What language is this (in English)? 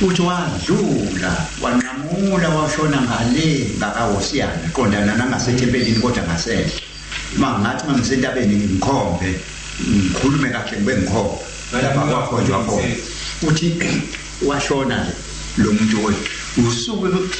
Zulu